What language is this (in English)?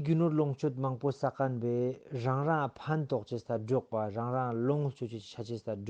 Ladakhi